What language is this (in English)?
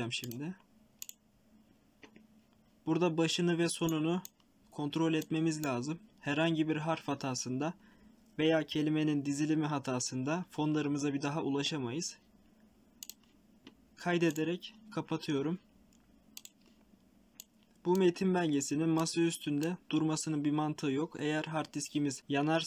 Turkish